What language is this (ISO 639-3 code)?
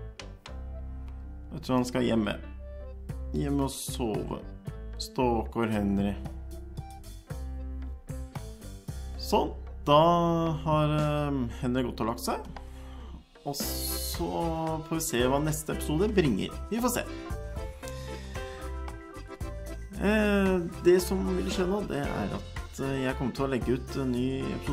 nor